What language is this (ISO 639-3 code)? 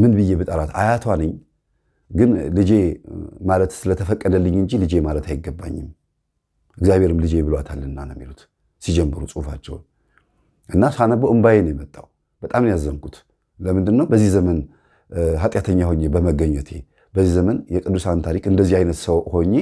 amh